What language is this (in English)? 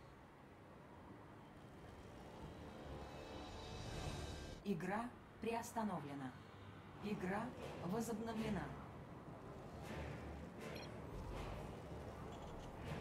Russian